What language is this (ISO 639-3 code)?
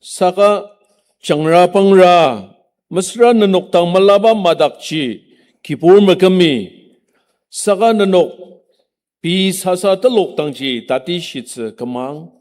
njo